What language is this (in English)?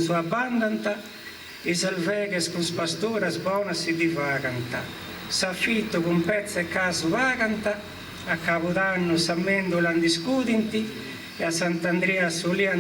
Sardinian